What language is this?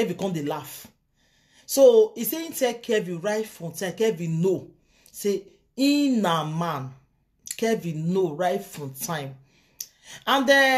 Nigerian Pidgin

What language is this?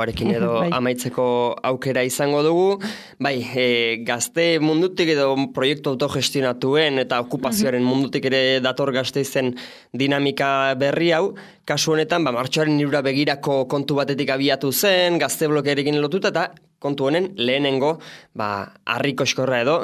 Basque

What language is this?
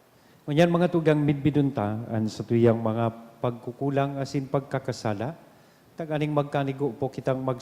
Bikol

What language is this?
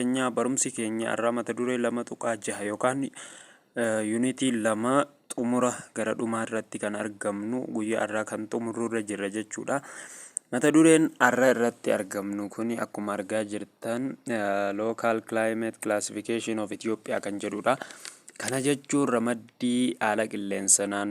Oromo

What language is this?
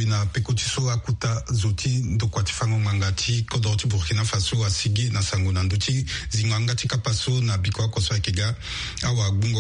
Sango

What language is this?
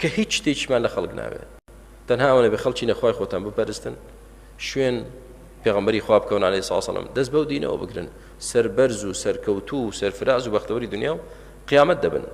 Central Kurdish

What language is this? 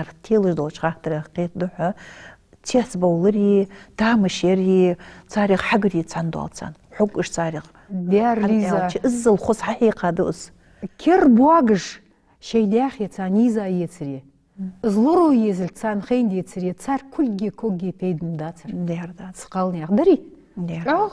Ingush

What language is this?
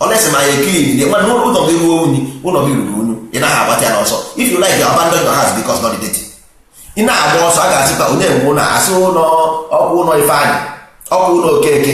Igbo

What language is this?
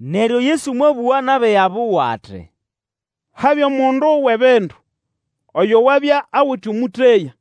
Nande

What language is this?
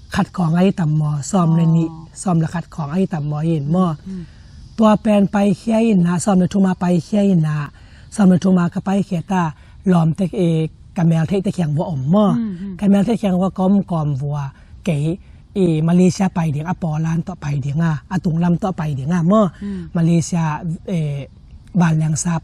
Tedim Chin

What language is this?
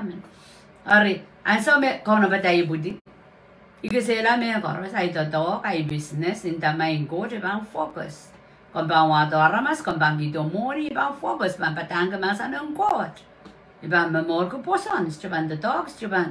Pohnpeian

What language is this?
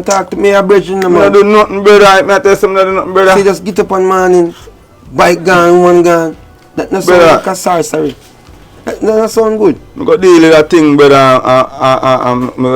Jamaican Creole English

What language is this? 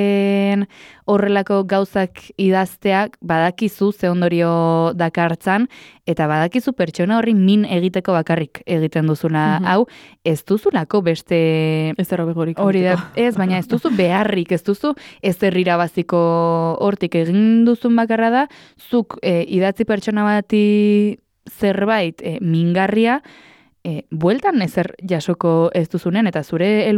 Basque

